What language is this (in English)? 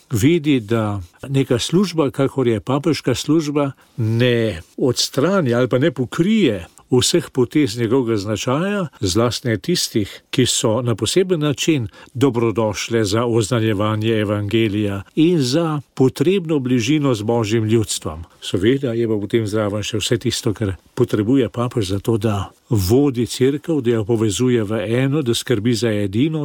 Slovenian